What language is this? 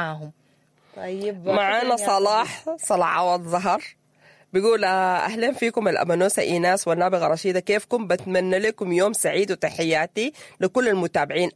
Sudanese Arabic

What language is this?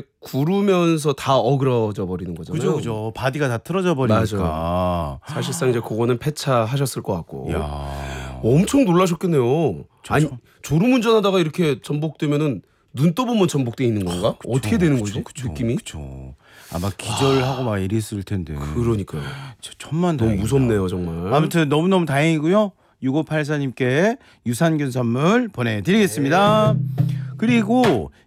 Korean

